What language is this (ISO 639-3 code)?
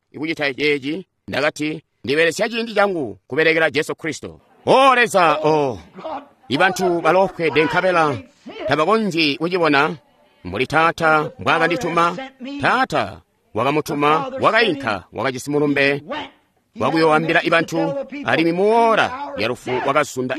toi